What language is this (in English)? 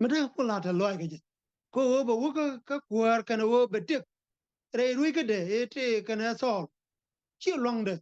Nuer